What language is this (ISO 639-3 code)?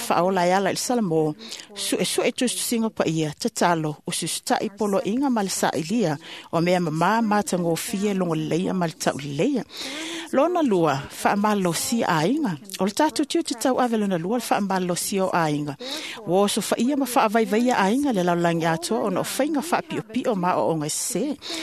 smo